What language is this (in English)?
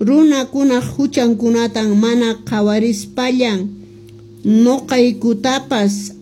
Quechua